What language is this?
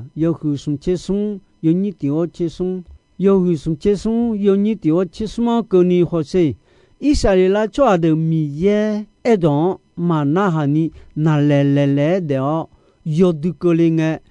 Akha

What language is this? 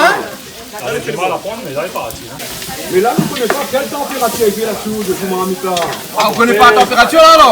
Réunion Creole French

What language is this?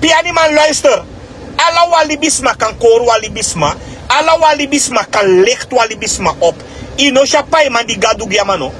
Sranan Tongo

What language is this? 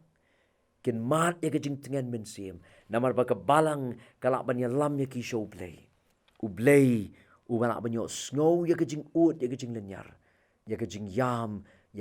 Khasi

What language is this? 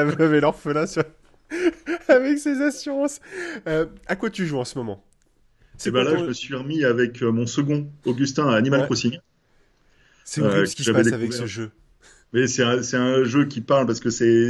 French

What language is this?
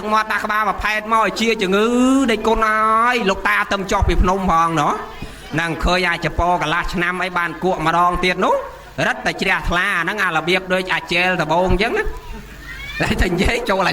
Khmer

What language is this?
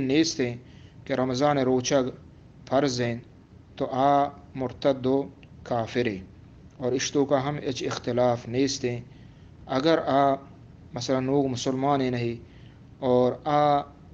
Eastern Balochi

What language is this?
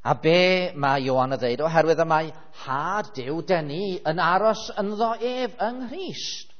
Welsh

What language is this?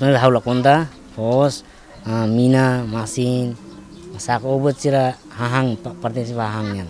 Tetum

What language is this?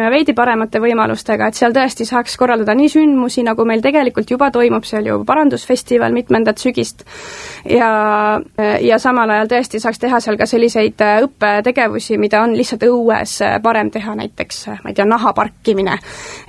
Estonian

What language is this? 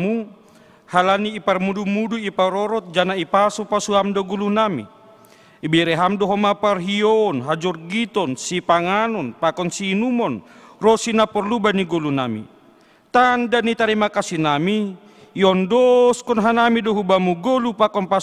Batak Simalungun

